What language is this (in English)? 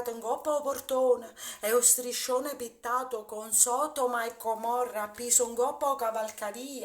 Neapolitan